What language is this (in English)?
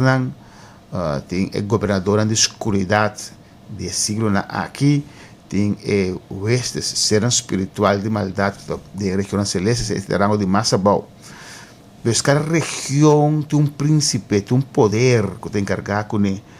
Papiamento